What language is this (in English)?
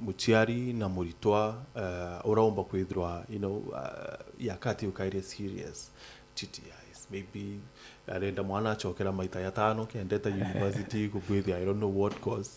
Meru